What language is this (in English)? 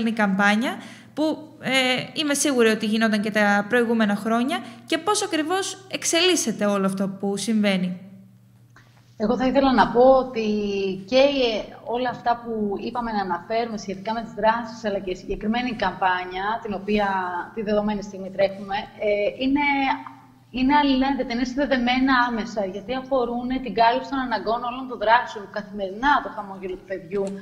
Greek